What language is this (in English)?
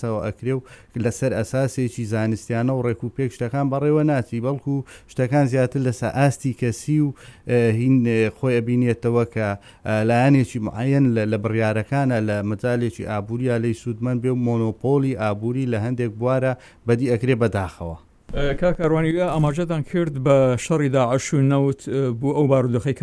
Central Kurdish